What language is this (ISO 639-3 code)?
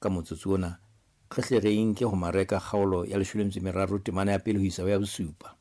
sot